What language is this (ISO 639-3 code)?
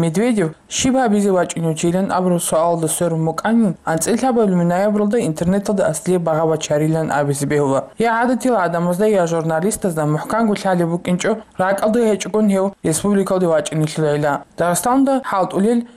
ava